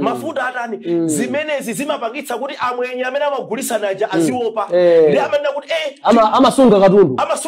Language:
Nyanja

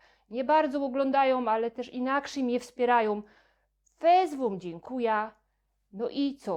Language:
Silesian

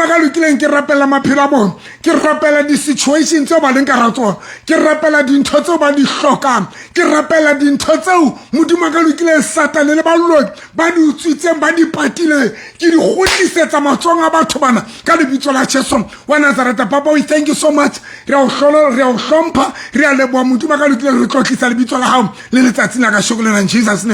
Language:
Southern Sotho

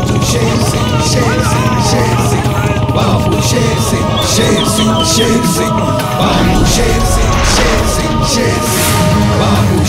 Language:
Bhojpuri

